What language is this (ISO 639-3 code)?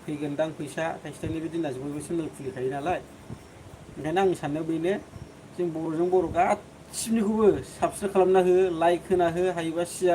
brx